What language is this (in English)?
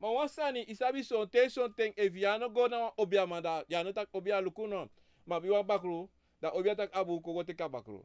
Sranan Tongo